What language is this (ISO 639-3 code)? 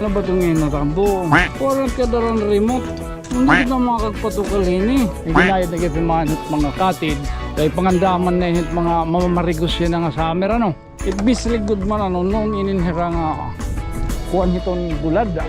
war